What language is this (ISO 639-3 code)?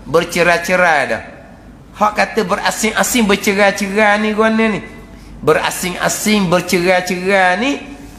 msa